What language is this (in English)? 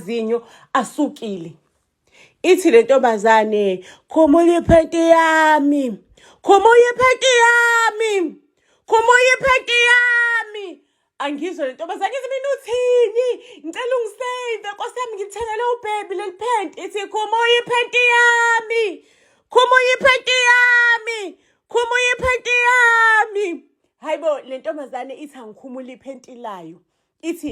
Zulu